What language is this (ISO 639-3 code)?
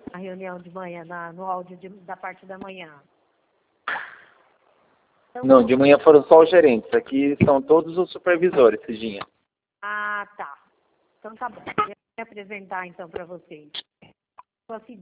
por